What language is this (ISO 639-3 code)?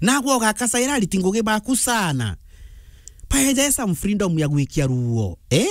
mer